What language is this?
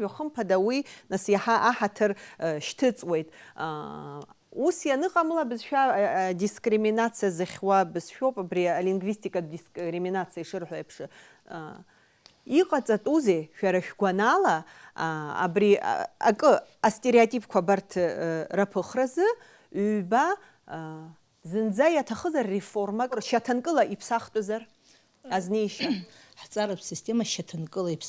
Abkhazian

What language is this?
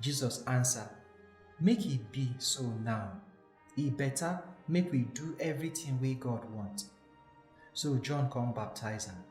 Nigerian Pidgin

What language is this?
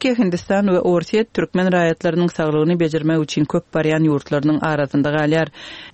Turkmen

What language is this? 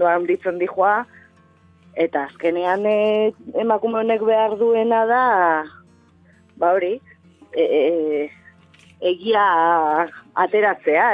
Basque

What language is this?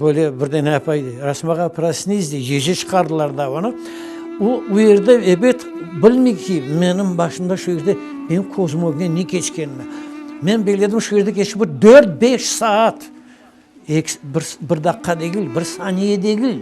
Crimean Tatar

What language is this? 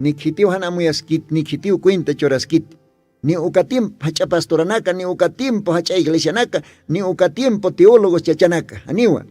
Aymara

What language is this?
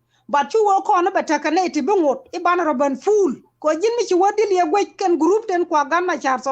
Nuer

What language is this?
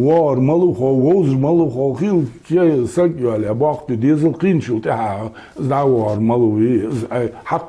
Ingush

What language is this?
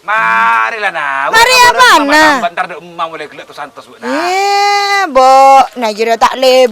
Madurese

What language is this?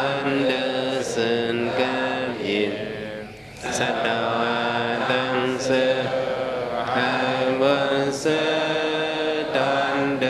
Shan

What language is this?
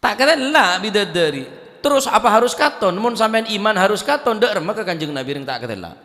Madurese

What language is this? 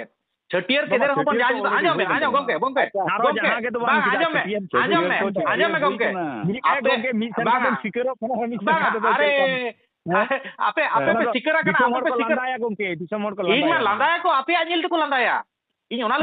Santali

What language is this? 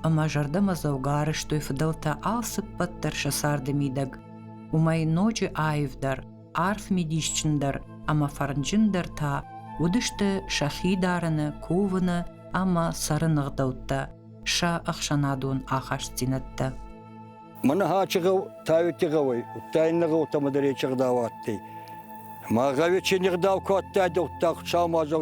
Ossetic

